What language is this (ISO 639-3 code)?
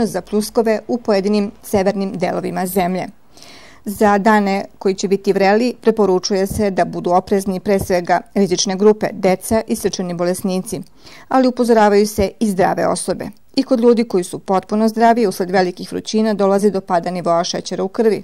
srp